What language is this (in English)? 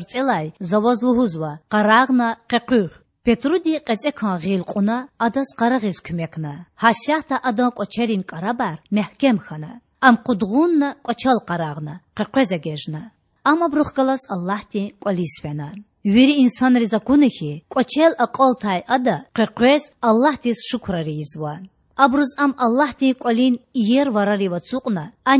Lezghian